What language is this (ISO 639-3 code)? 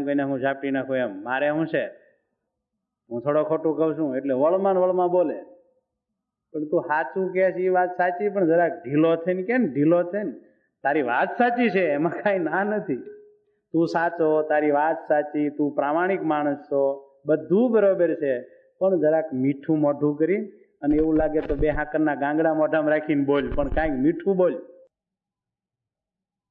guj